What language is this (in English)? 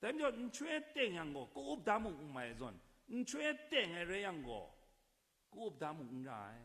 Kachin